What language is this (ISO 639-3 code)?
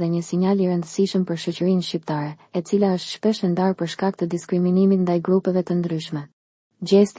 sqi